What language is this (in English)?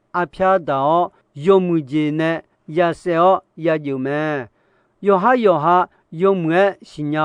Akha